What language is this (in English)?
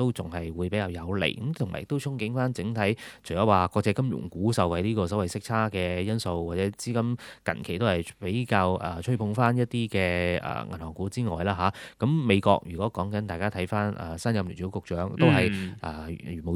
Cantonese